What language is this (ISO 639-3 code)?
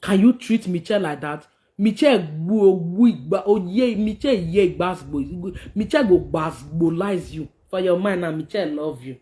pcm